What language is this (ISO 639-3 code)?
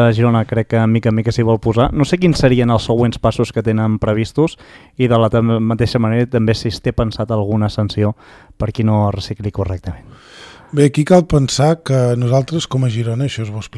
cat